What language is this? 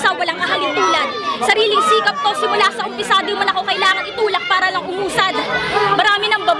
Filipino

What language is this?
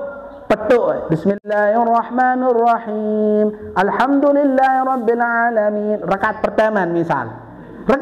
Sasak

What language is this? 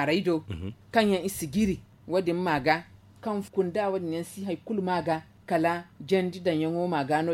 Zarma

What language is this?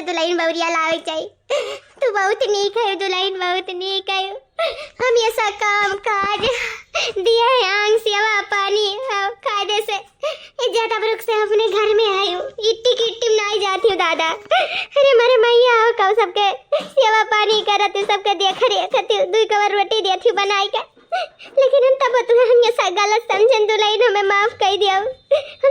Awadhi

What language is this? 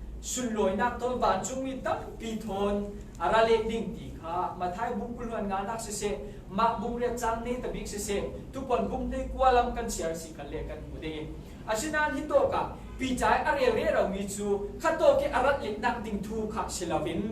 Falam Chin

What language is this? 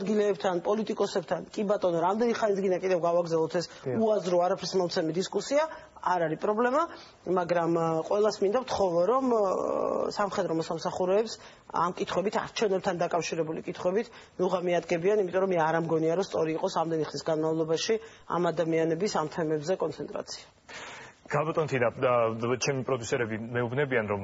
Georgian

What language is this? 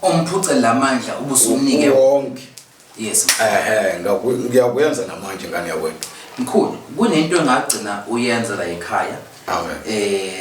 Zulu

